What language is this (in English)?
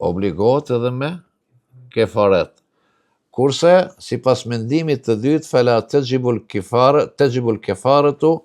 Albanian